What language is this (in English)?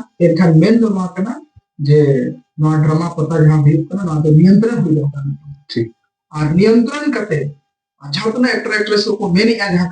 Santali